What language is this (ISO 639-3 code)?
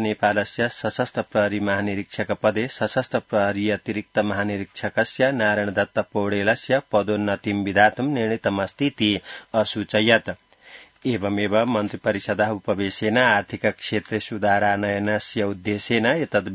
san